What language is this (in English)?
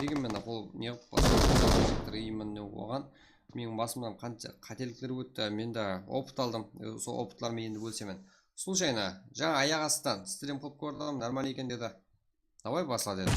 Kara-Kalpak